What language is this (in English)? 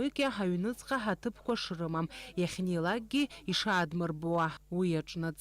Abkhazian